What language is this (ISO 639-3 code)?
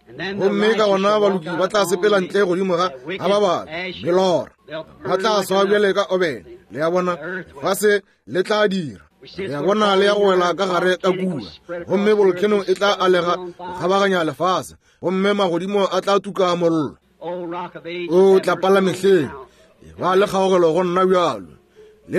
nso